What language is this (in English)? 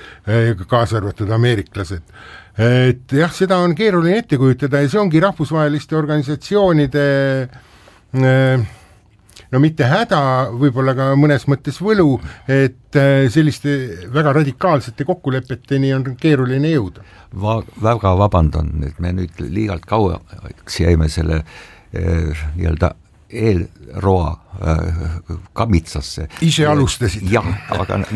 Estonian